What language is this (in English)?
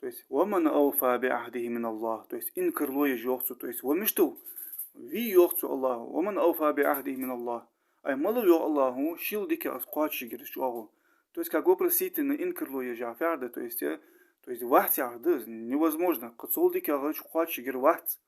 Ingush